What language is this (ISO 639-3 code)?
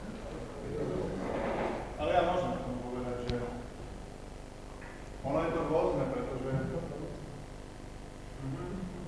slk